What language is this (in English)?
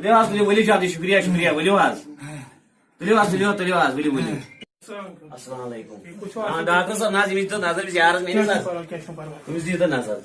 Kashmiri